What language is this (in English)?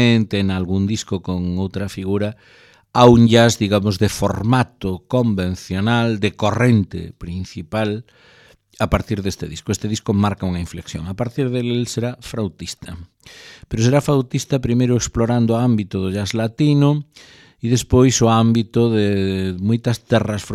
Galician